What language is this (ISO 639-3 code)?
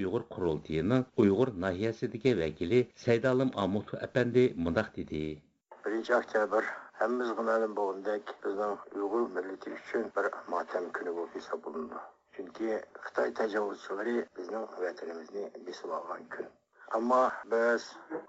uig